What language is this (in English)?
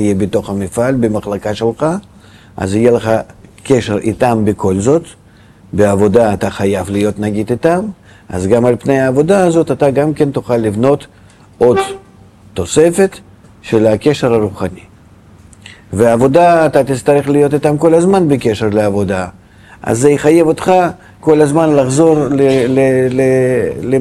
Hebrew